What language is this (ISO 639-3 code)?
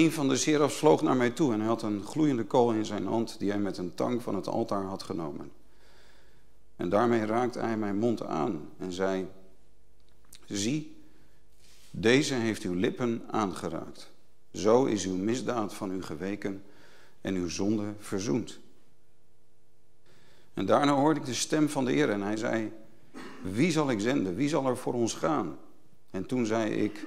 nld